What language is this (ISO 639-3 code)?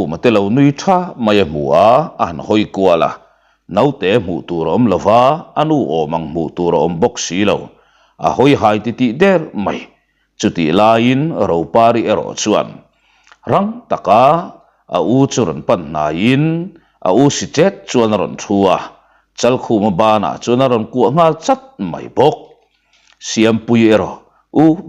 lus